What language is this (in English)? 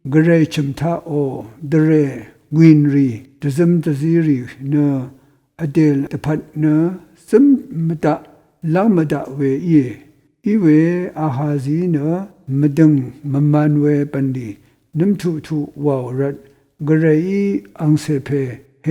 Rawang